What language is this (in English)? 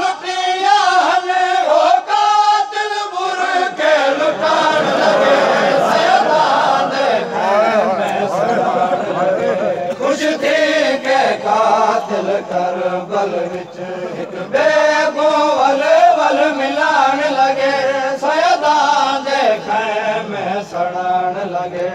Saraiki